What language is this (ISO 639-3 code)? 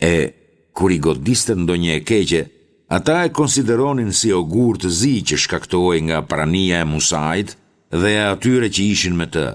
sqi